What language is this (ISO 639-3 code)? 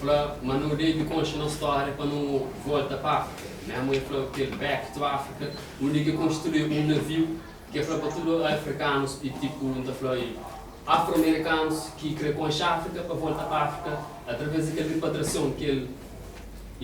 kea